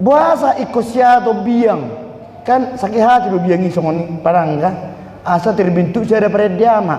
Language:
Batak Toba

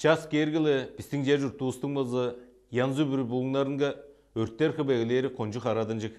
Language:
Tuvinian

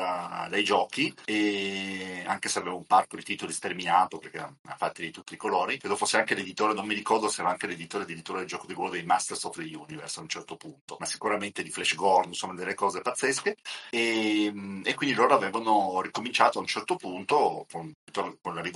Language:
Italian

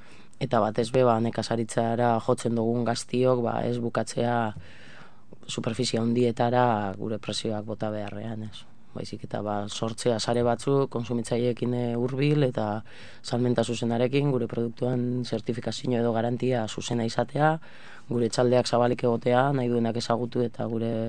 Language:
Basque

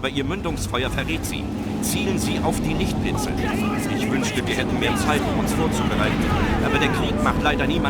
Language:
Bavarian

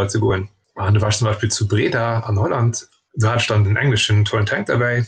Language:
Luxembourgish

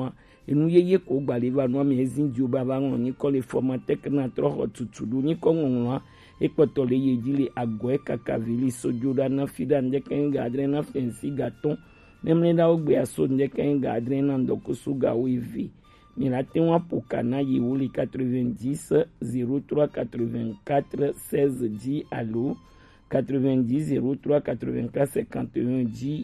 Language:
Gen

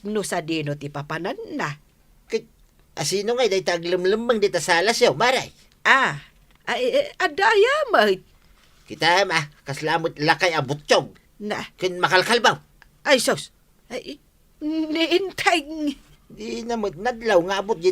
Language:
Iloko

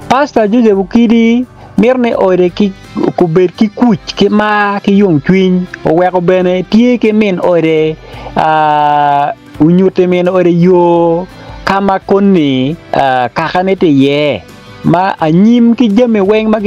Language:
Acoli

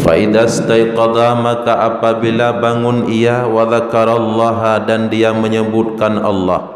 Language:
Achinese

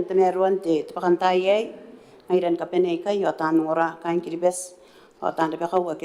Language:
Gilbertese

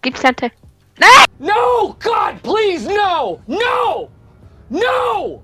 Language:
Swiss German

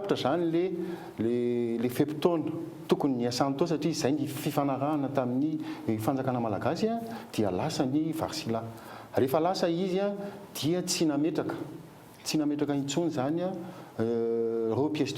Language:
Malagasy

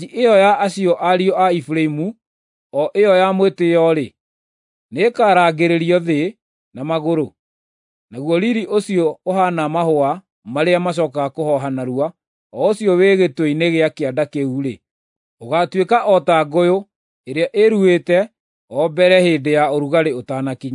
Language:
Kikuyu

